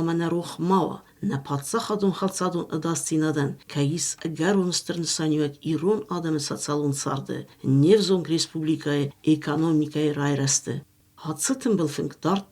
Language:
Ossetic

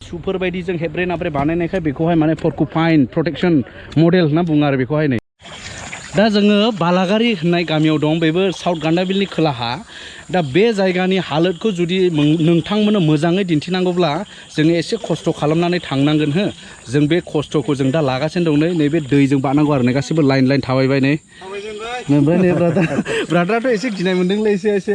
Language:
Bodo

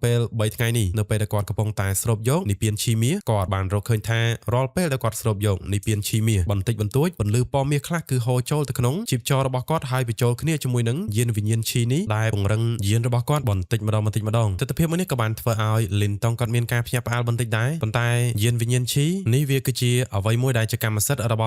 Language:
Khmer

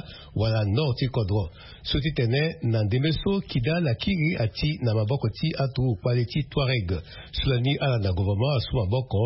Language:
Sango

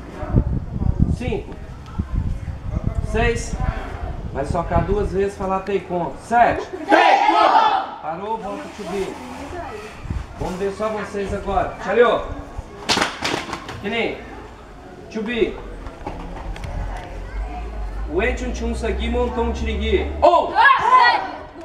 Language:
Portuguese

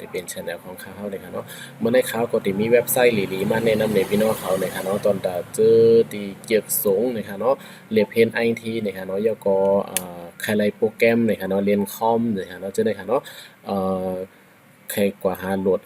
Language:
Shan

